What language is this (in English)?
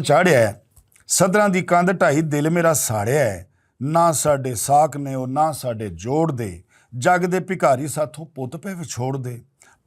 Western Panjabi